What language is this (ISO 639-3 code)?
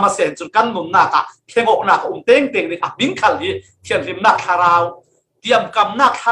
cfm